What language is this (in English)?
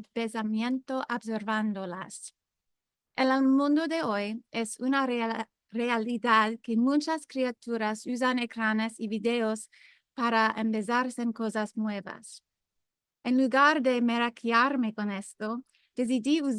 Ladino